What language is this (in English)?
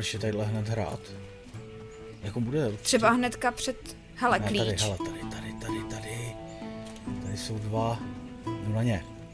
Czech